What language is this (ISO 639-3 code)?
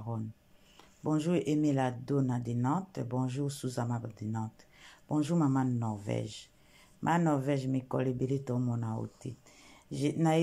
lin